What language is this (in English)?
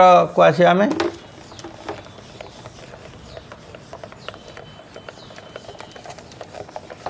Odia